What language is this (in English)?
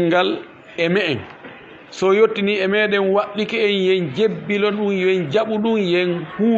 Fula